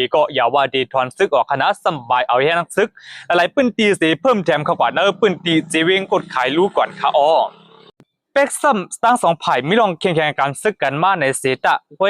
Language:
Shan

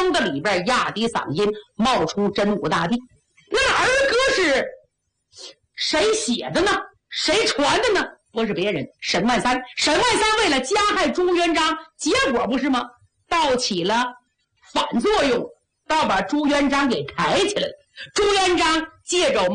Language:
Chinese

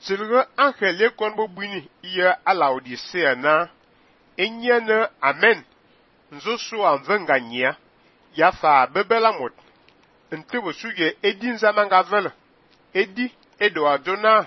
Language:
Fang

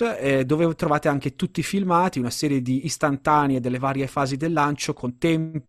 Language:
Italian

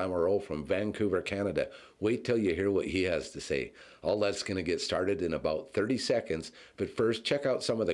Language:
English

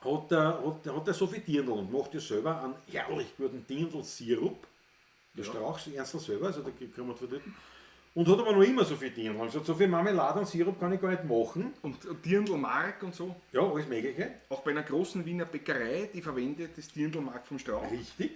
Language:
Bavarian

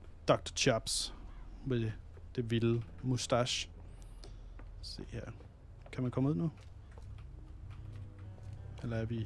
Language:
Danish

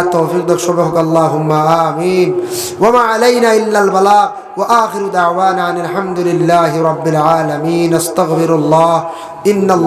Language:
Sylheti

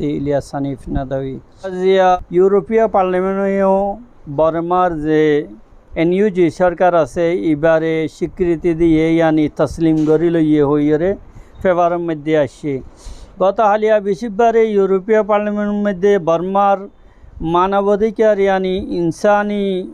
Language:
Rohingya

